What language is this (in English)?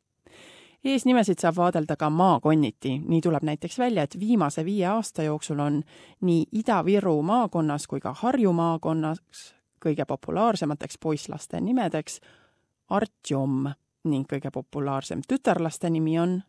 Estonian